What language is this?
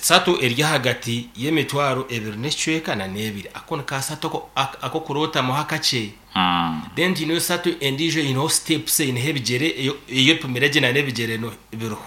Nyankole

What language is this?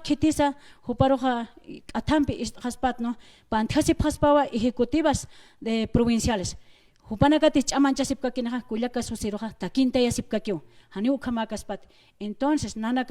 Aymara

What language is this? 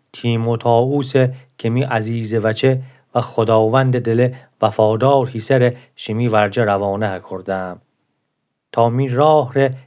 Gilaki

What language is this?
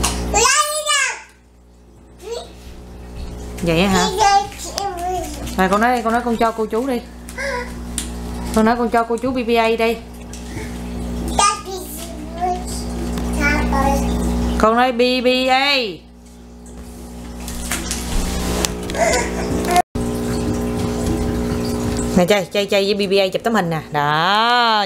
Vietnamese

